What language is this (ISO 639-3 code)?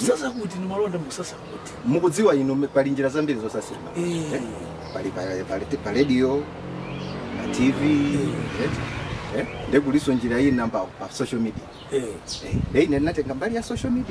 nya